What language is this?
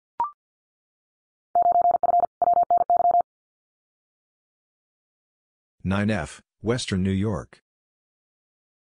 English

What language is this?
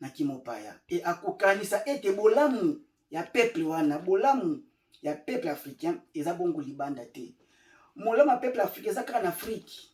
Lingala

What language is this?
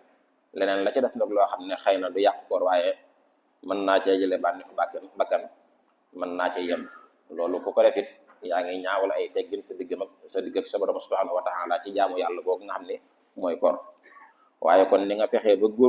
Wolof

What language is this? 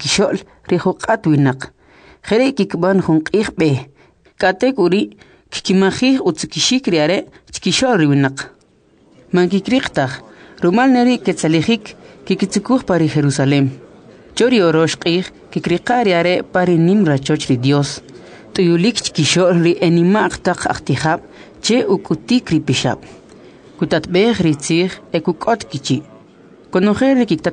Kʼicheʼ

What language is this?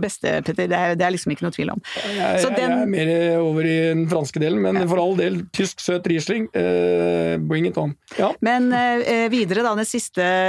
Norwegian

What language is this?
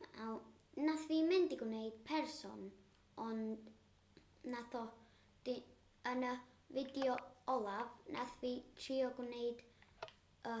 Welsh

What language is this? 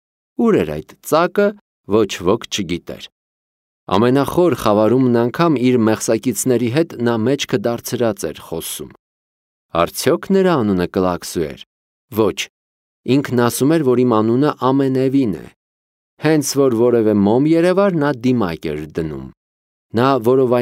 Armenian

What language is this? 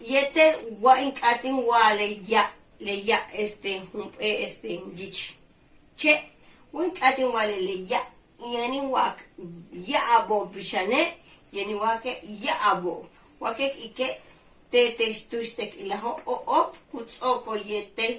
Yucateco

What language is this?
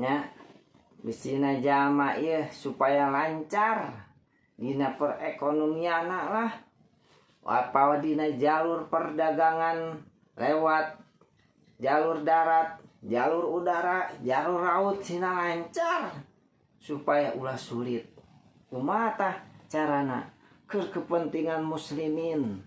Sundanese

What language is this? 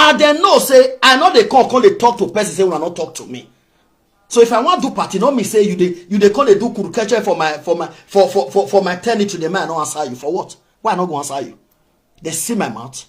Nigerian Pidgin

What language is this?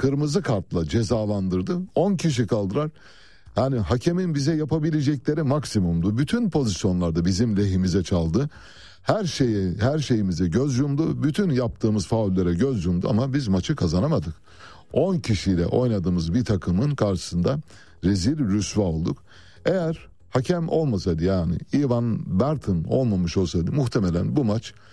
Turkish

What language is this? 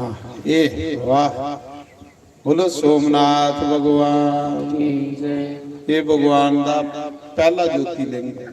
Dogri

